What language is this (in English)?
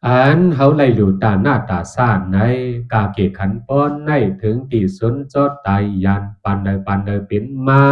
Shan